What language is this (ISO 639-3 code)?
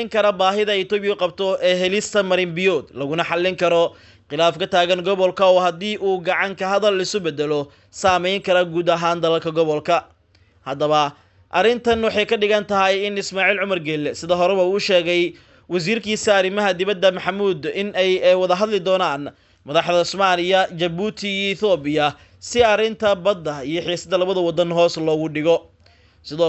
som